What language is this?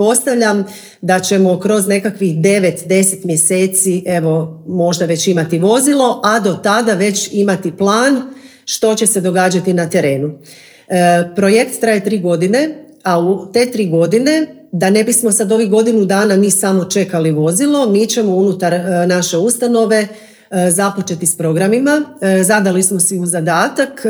Croatian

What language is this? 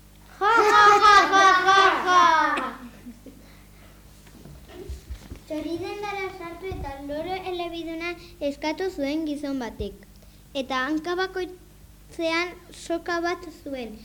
Basque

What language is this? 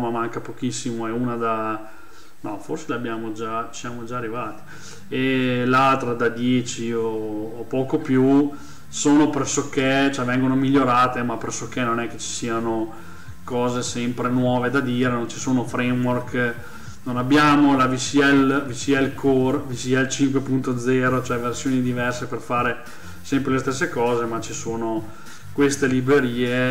Italian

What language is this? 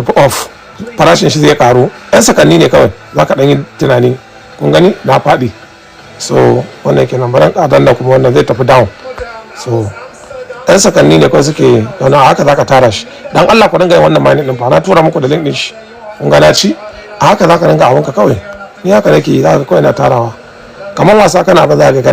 Hausa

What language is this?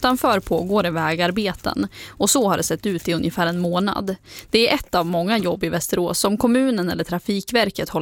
Swedish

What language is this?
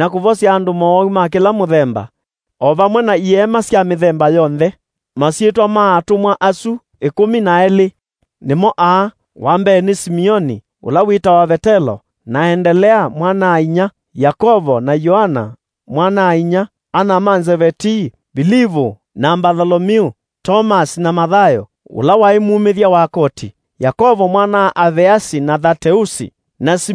Kamba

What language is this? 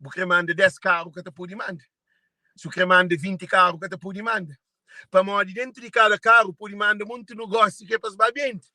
Kabuverdianu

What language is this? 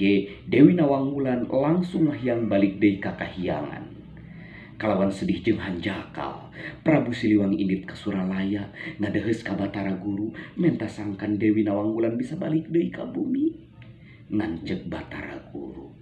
Sundanese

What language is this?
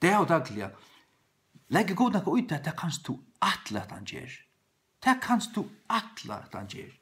Faroese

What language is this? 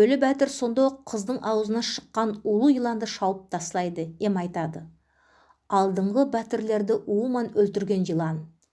Nogai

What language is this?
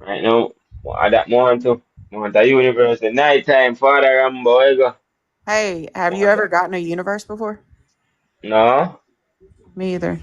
Jamaican Creole English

